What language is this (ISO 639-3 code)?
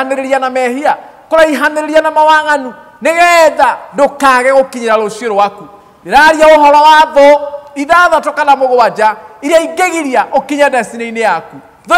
kik